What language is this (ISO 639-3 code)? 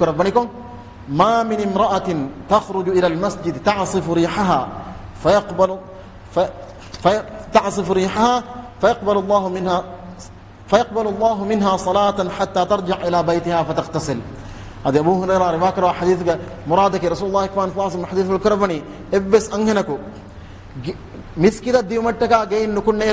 div